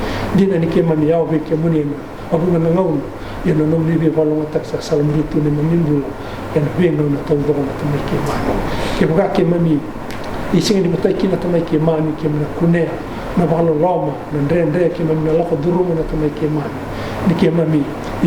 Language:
Fijian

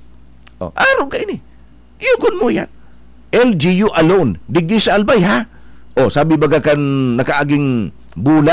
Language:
Bikol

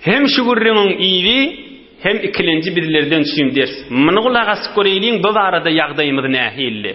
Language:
Turkmen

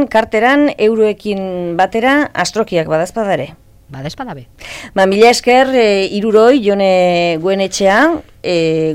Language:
Basque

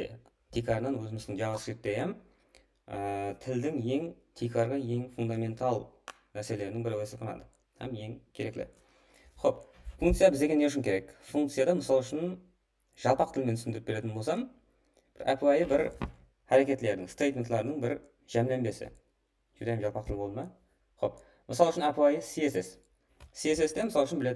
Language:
Kara-Kalpak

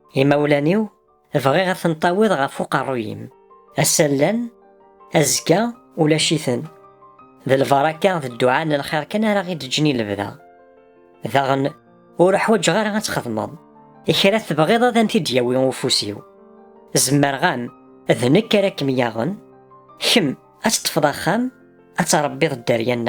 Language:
Kabyle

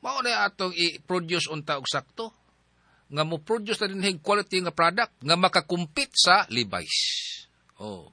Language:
Cebuano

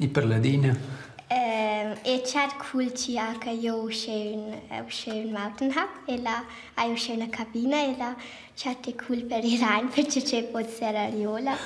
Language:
Romansh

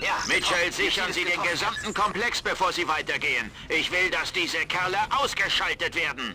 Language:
Bavarian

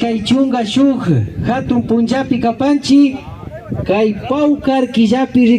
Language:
Imbabura Highland Quichua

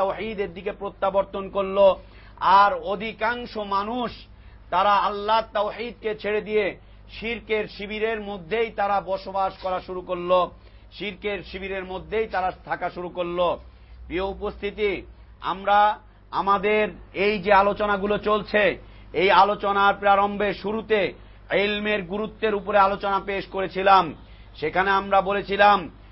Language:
Bangla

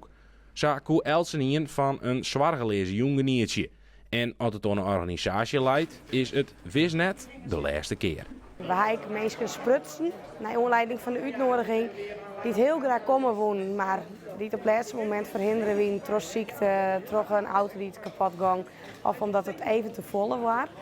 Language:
Western Frisian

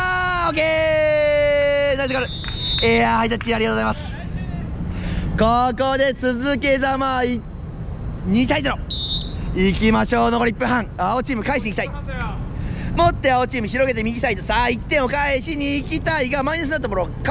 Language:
Japanese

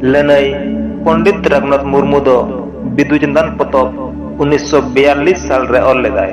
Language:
Santali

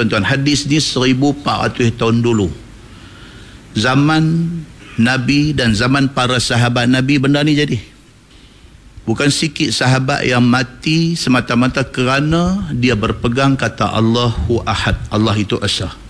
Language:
Malay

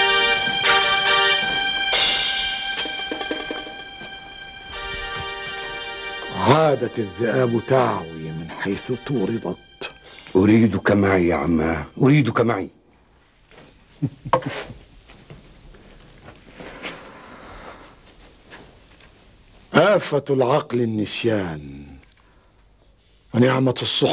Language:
Egyptian Arabic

